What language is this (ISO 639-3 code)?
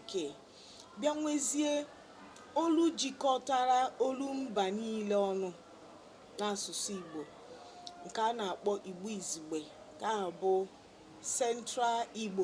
ibo